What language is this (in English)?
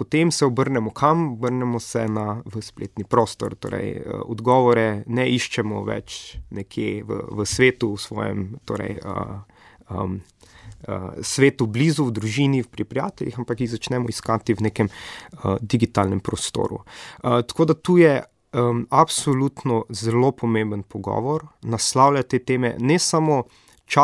Slovenian